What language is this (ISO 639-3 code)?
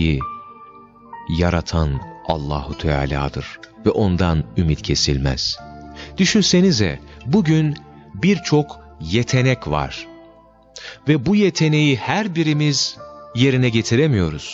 tur